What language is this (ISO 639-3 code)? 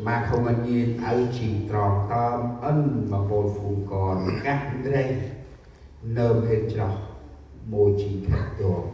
cmo